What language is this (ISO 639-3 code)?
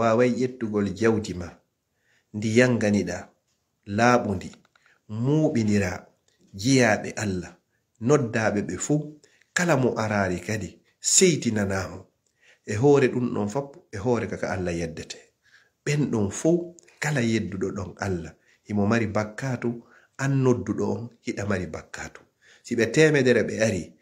ful